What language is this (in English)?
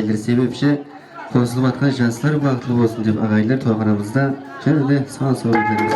Kara-Kalpak